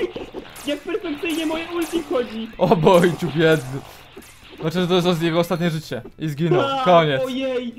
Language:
Polish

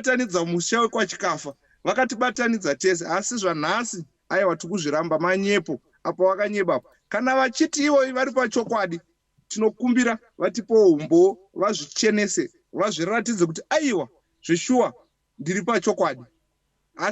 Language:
Shona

